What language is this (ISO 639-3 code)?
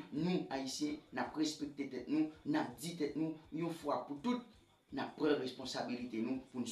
hat